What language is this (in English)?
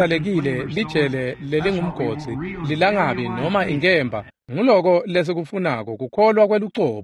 Swati